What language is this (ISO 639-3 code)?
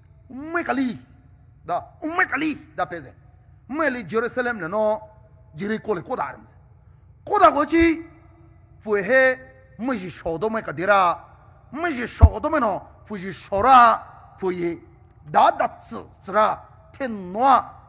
pmx